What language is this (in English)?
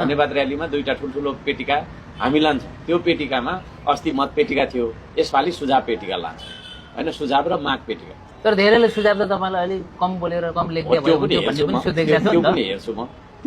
Nepali